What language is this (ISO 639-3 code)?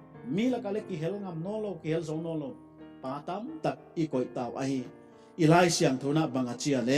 pck